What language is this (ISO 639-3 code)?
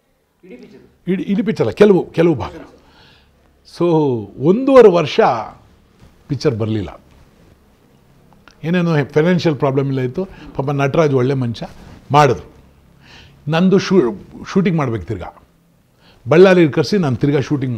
kan